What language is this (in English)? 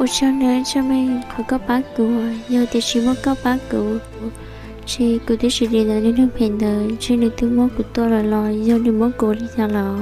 Hmong